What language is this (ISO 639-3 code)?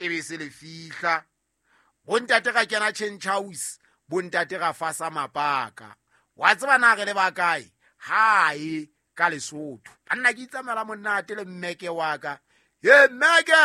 sot